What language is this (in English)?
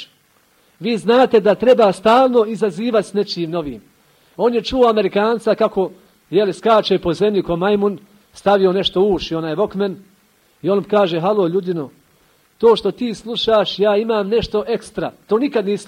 Bosnian